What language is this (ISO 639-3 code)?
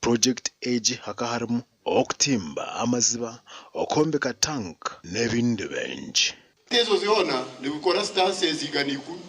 nyn